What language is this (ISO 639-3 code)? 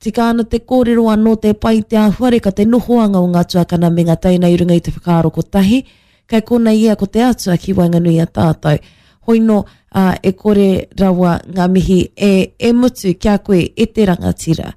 mri